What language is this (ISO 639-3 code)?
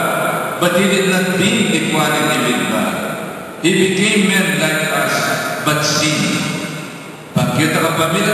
pam